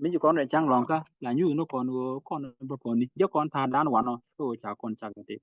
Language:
Nuer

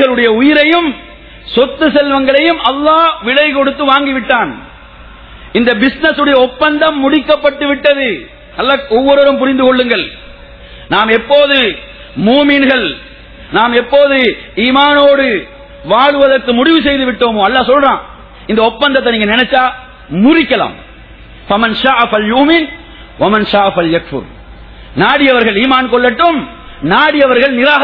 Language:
Tamil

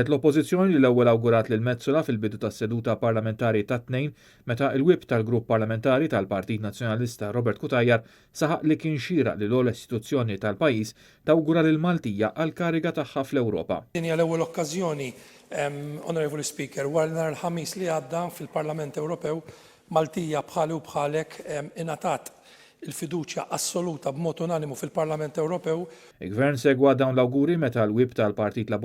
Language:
Maltese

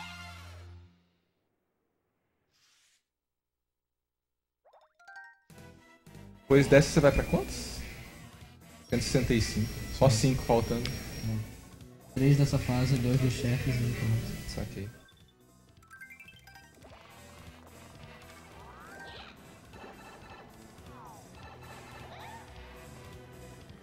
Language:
Portuguese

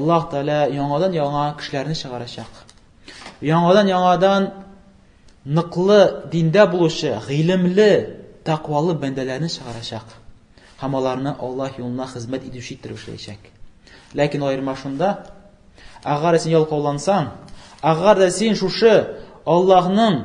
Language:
Tatar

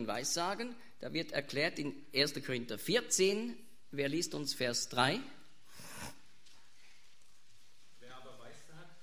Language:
German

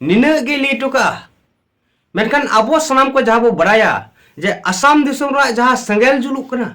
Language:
Santali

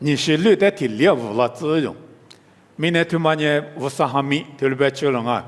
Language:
Lisu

